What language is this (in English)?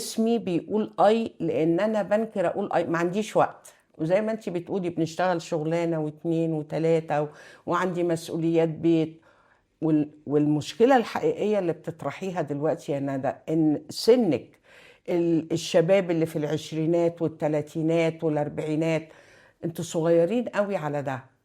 Egyptian Arabic